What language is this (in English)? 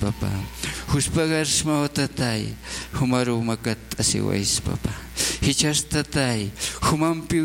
Aymara